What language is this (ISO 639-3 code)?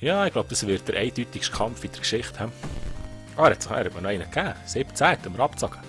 gsw